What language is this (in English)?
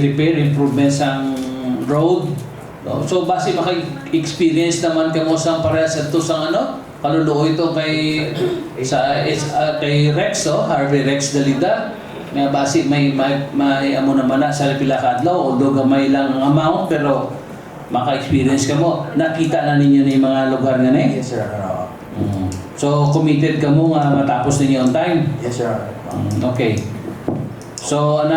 Hiligaynon